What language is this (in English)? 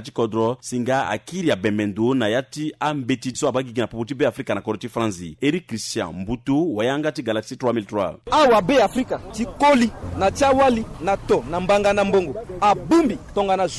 Sango